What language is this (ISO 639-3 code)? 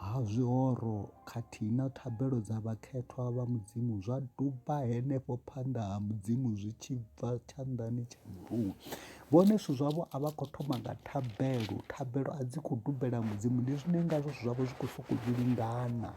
ven